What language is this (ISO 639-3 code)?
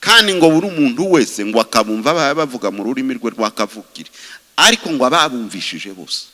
kin